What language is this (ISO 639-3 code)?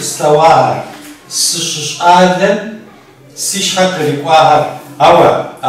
kbd